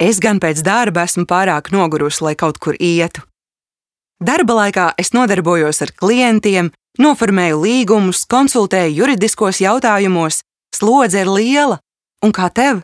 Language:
Latvian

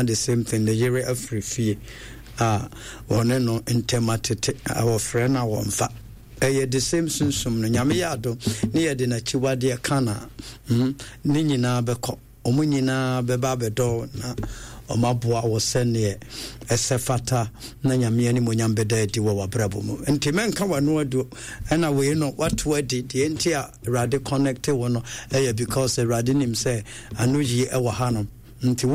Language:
Akan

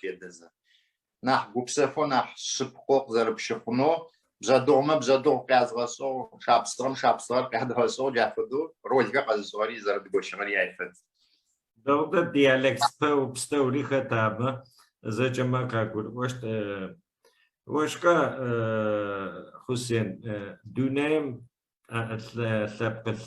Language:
Adyghe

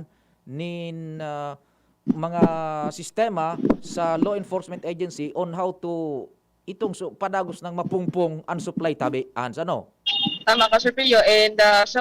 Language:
Bikol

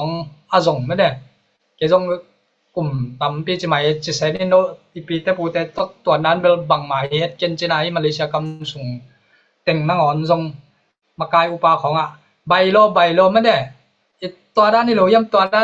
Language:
Tedim Chin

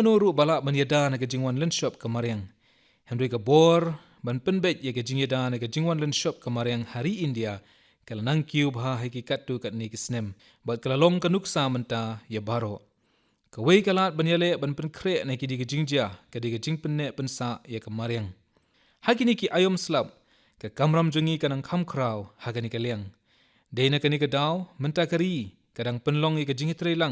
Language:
Khasi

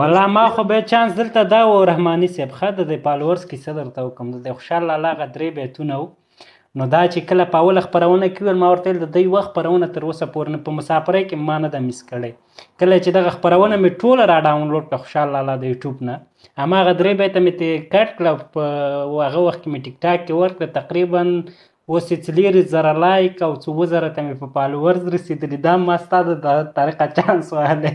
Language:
Pashto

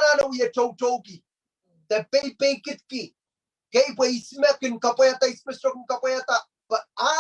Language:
Pohnpeian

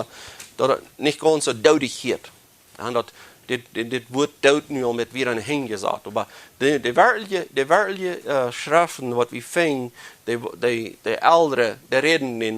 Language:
Plautdietsch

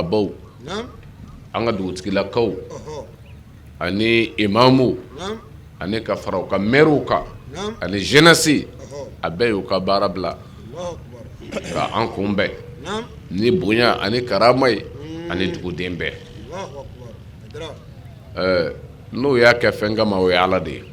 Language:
Bambara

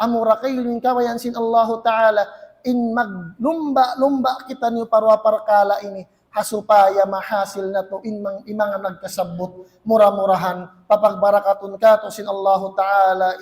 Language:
Tausug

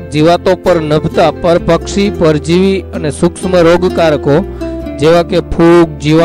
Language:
Gujarati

